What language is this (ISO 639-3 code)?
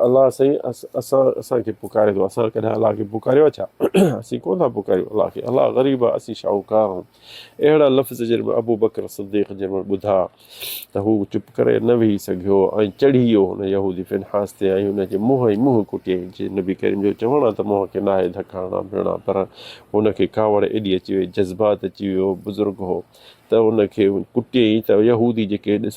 snd